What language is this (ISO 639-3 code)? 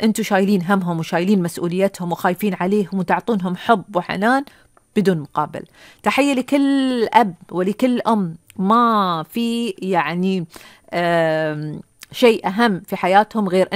afb